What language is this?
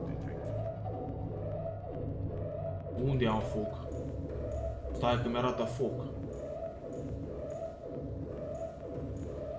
Romanian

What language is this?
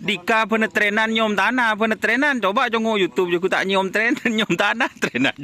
Madurese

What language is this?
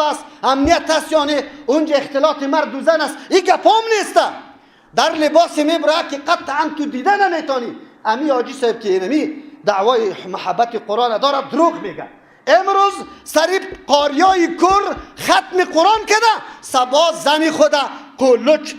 Persian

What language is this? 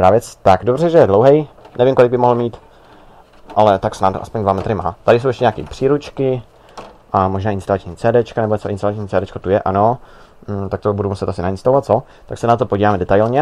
Czech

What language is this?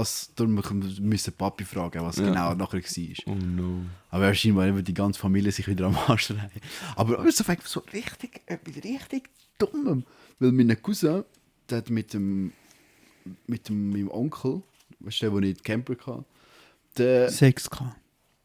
Swiss German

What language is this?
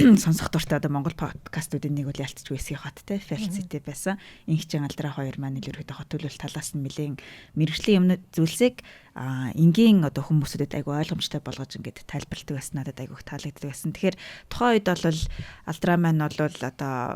Mongolian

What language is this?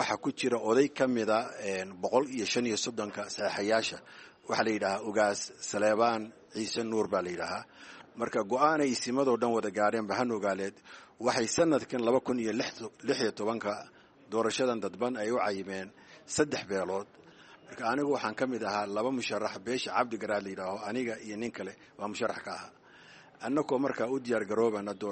Somali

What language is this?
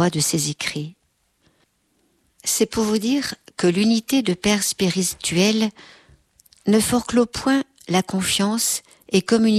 French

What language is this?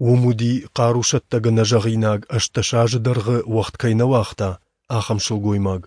Ossetic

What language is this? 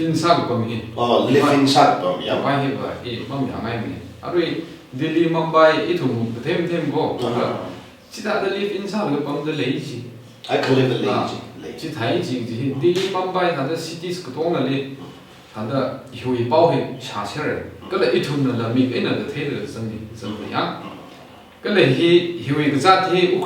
Tangkhul Naga (India)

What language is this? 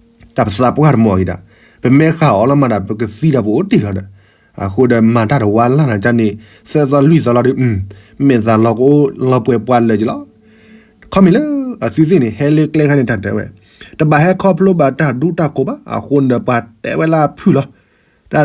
S'gaw Karen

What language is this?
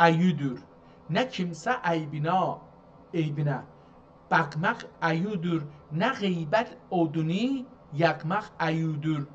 South Azerbaijani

